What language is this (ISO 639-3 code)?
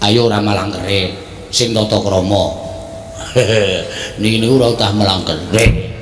jav